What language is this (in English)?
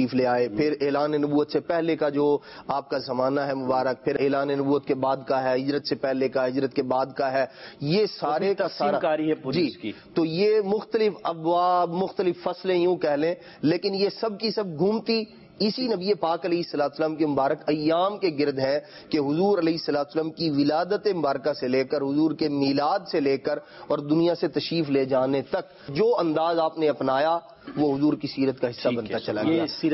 Urdu